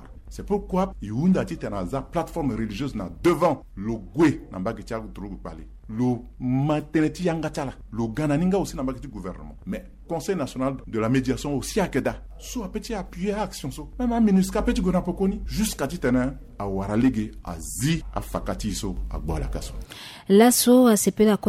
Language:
Sango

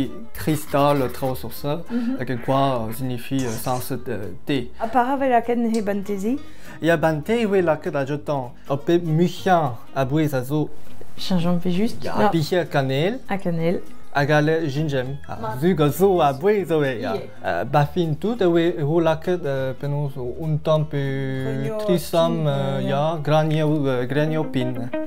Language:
Breton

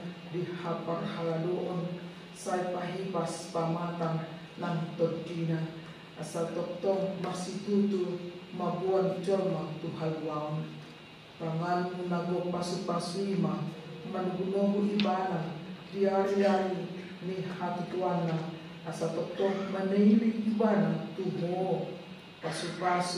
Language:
Batak Toba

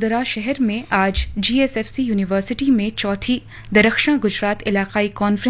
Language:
Urdu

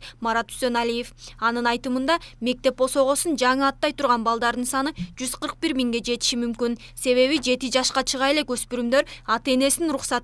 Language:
Kyrgyz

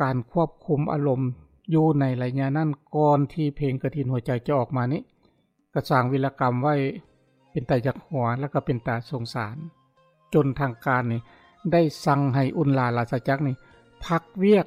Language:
Lao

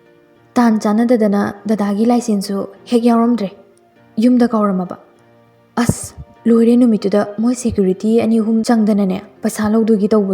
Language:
Manipuri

